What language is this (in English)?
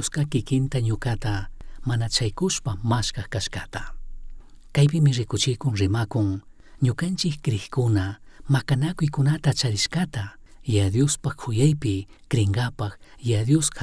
Chimborazo Highland Quichua